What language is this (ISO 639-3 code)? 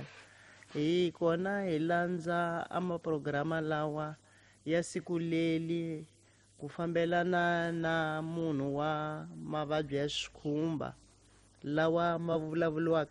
tso